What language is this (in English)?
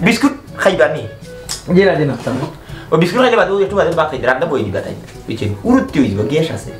Sylheti